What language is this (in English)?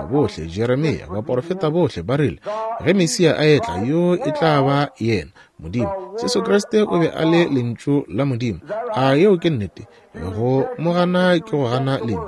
Northern Sotho